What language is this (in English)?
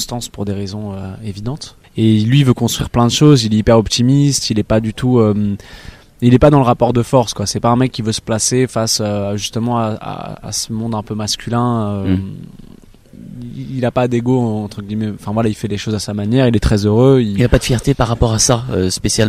French